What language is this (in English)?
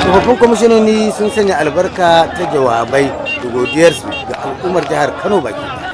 Hausa